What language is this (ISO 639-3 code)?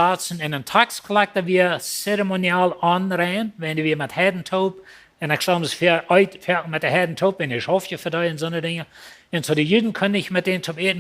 pdt